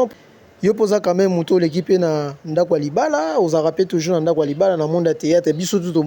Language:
Lingala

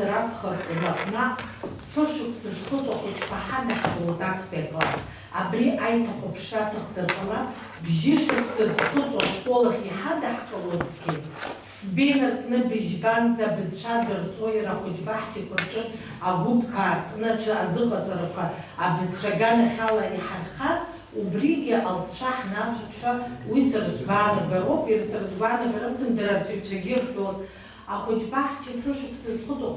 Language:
Abkhazian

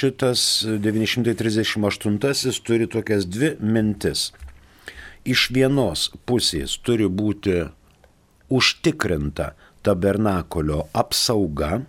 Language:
Lithuanian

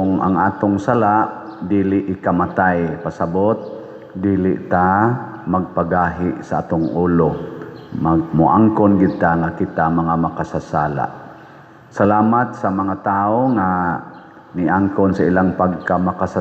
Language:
Cebuano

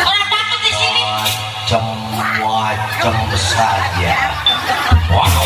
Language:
Betawi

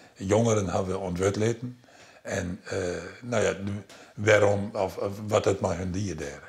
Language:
Western Frisian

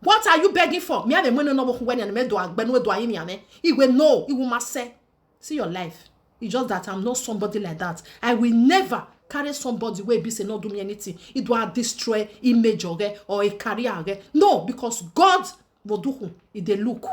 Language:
Nigerian Pidgin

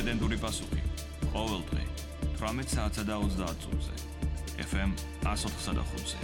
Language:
Georgian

